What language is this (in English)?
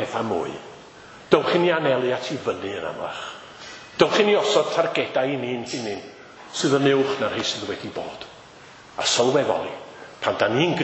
Welsh